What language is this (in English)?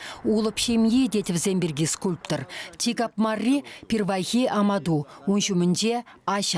Chuvash